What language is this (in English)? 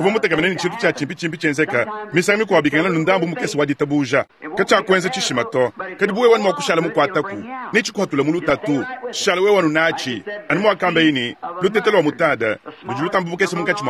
Luba-Lulua